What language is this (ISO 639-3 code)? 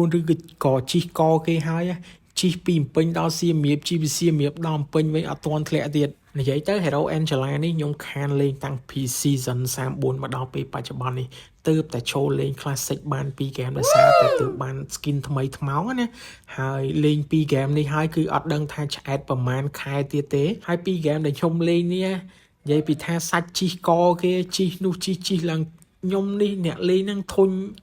khm